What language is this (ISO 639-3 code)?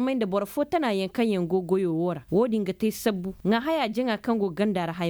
ses